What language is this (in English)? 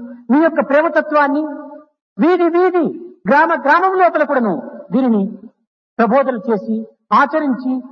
Telugu